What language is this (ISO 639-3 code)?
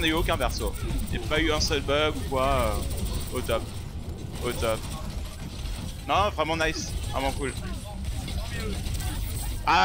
fra